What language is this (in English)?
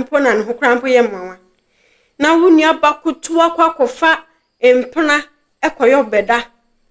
Akan